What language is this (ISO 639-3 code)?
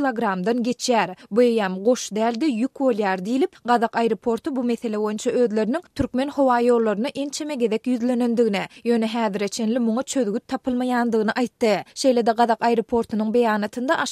tuk